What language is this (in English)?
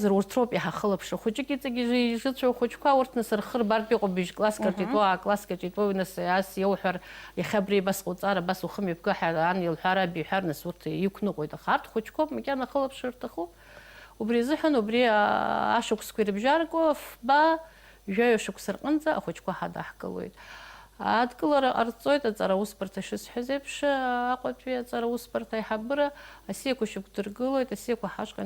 Abkhazian